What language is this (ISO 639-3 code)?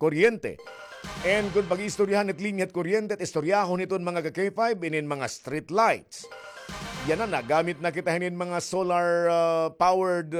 war